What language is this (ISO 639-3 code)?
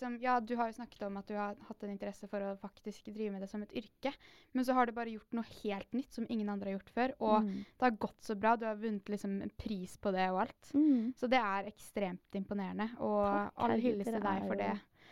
nor